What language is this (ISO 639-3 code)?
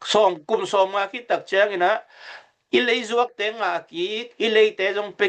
ctd